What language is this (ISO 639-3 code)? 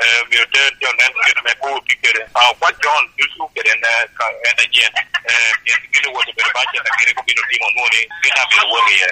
laj